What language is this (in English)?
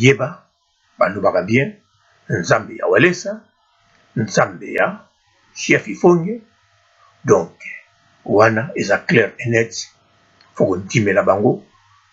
Lingala